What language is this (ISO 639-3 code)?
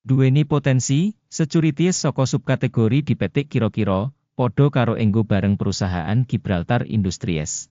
jav